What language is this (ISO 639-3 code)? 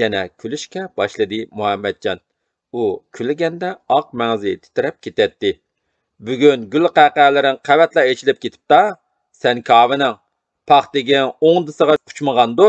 uig